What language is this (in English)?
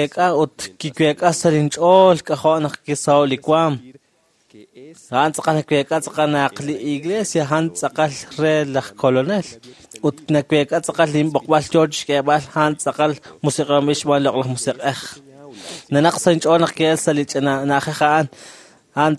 Kekchí